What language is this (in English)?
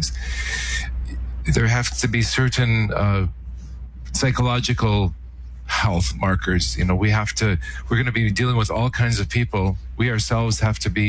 English